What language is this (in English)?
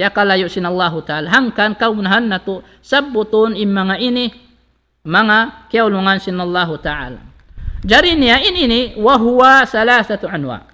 Tausug